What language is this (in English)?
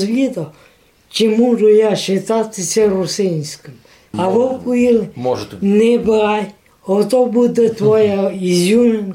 Rusyn